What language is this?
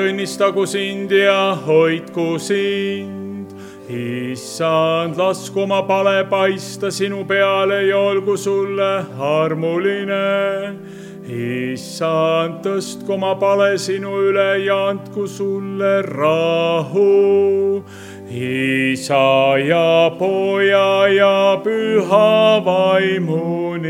Estonian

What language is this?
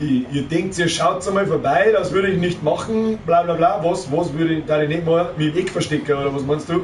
Bavarian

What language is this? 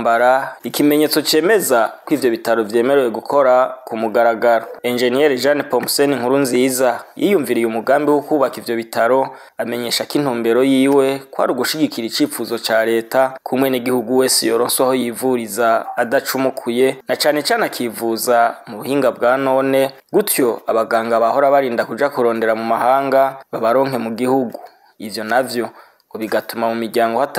Rundi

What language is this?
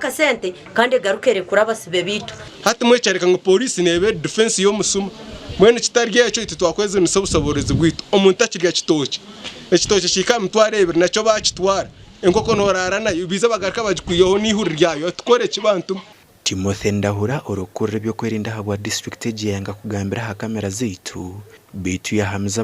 Nyankole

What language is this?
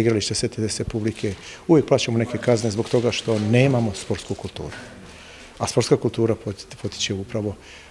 Serbian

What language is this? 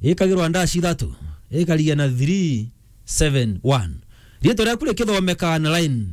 Meru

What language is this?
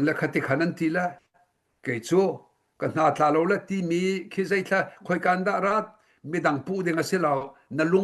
Hakha Chin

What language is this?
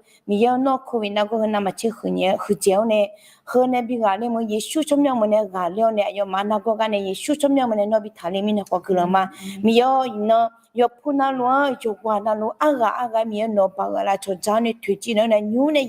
Akha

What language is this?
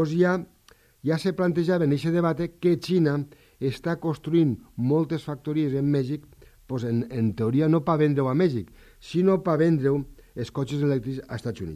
Catalan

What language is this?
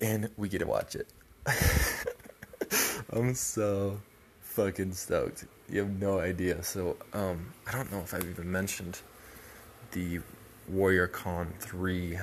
English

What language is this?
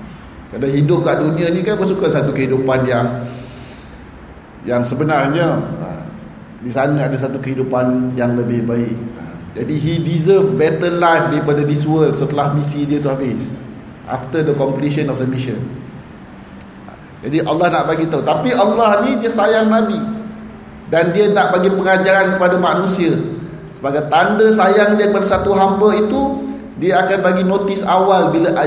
Malay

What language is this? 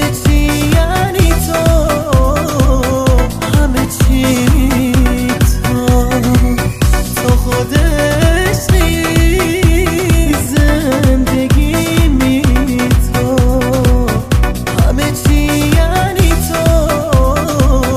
Persian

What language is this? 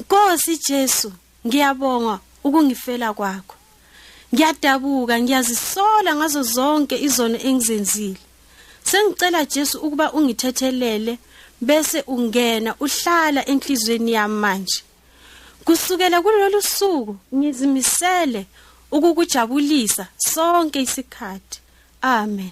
Zulu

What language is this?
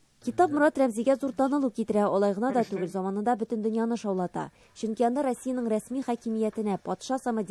Tatar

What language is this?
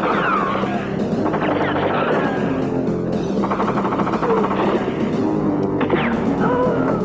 Bulgarian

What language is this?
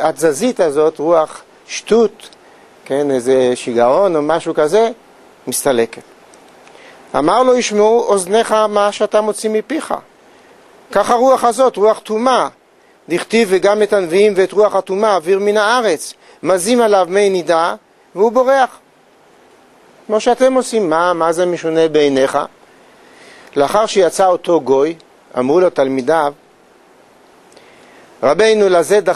Hebrew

